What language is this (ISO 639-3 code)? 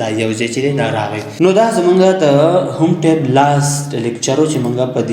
pus